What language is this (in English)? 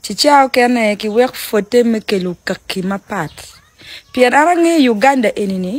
Acoli